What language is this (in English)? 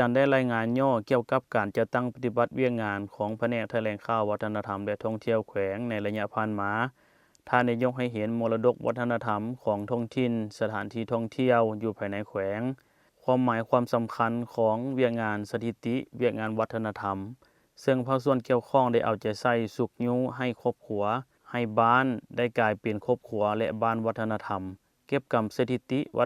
Lao